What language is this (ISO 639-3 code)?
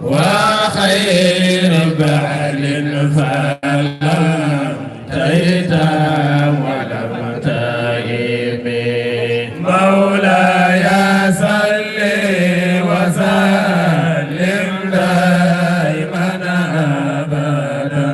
ful